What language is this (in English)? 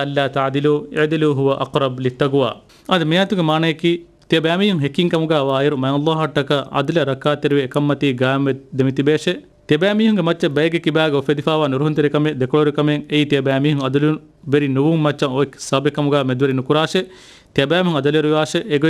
Divehi